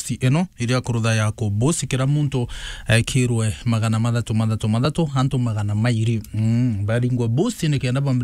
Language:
Meru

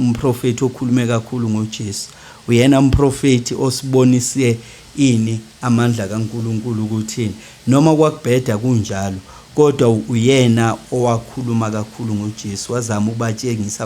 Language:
Zulu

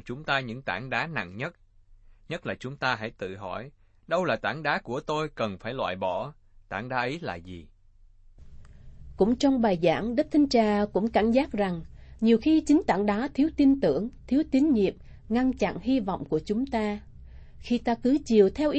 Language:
Vietnamese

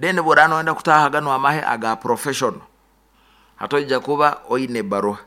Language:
Nyoro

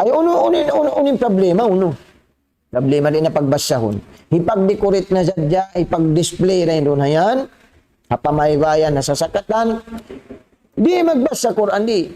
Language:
Tausug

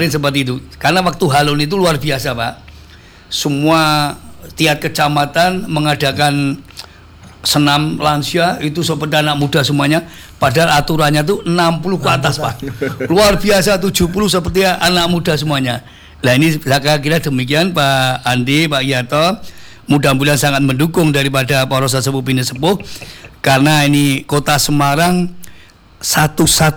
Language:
Indonesian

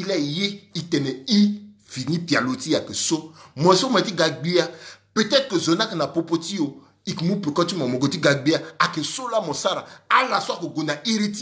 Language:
Sango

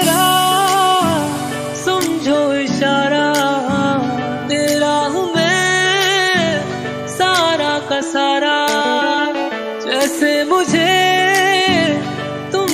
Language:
Hindi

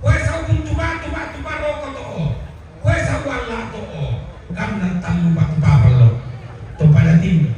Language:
Toraja-Sa'dan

